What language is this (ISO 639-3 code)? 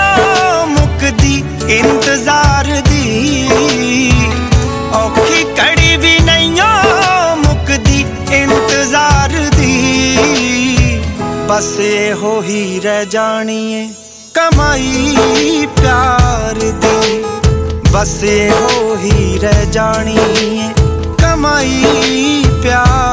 pan